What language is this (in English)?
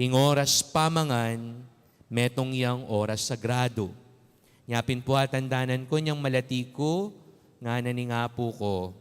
Pampanga